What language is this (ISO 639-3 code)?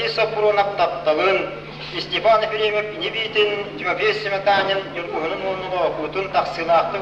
sah